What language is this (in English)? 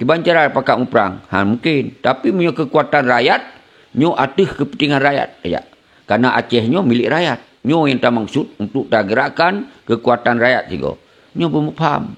Achinese